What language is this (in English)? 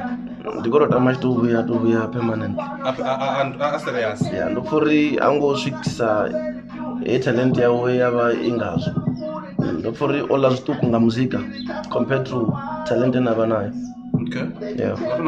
Venda